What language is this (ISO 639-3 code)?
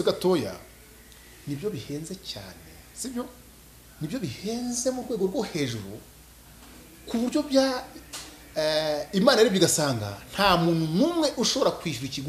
kin